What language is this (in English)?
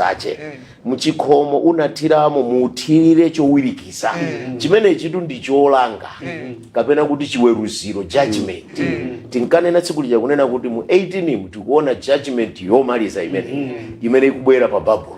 Nyanja